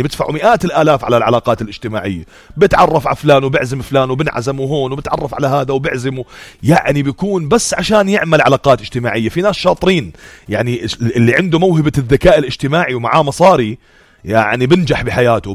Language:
North Levantine Arabic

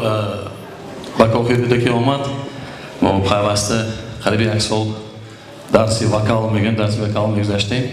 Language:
Tajik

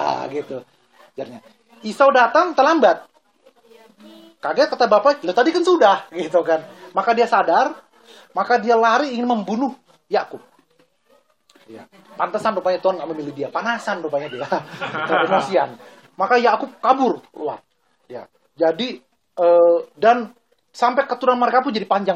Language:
Indonesian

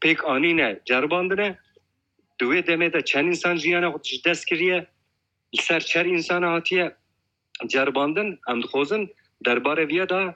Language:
Kurdish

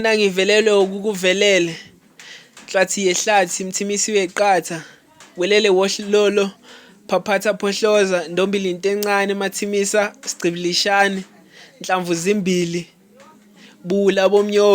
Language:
Zulu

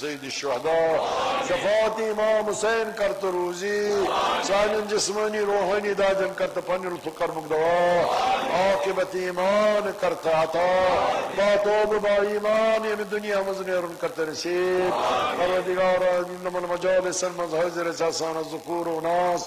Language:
Kashmiri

